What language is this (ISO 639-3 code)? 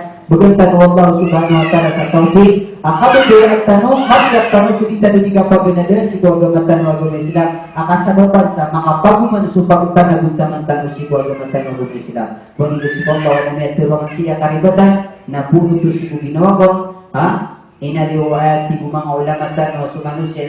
mrw